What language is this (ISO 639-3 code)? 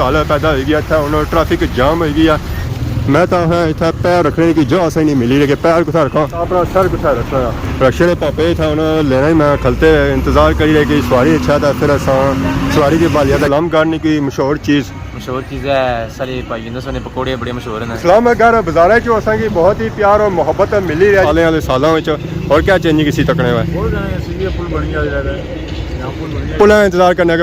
phr